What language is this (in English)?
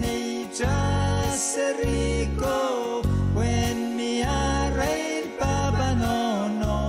Pohnpeian